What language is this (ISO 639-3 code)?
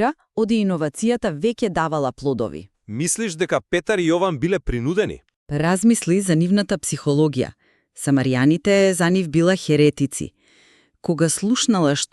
mkd